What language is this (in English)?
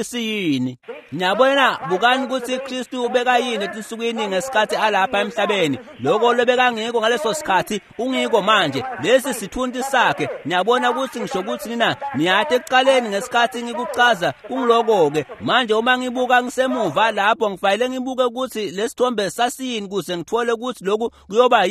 Swati